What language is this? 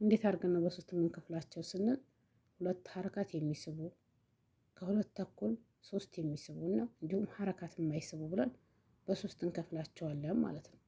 Amharic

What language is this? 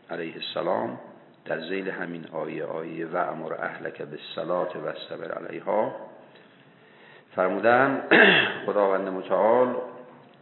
Persian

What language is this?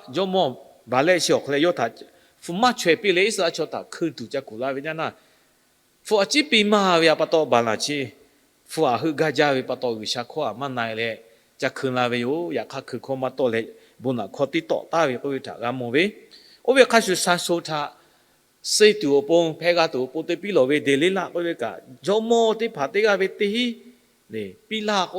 Lahu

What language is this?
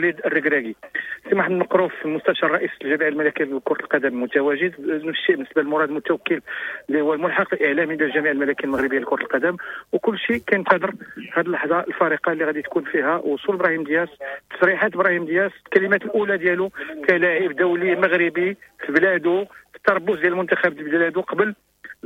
Moroccan Arabic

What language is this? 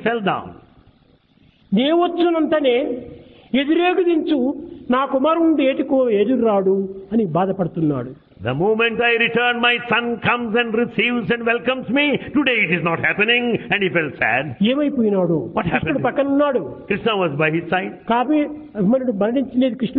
Telugu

